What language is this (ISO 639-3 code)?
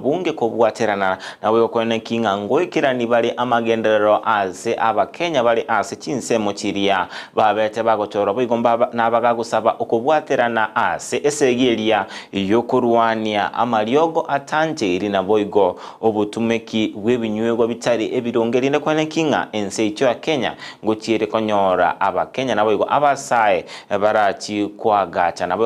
guz